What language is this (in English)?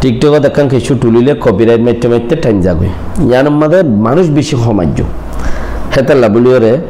Rohingya